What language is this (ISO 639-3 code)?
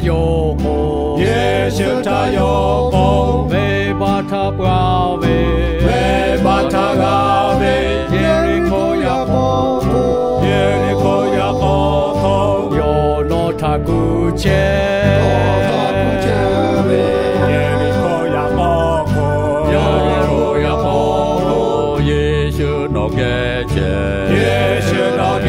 lhu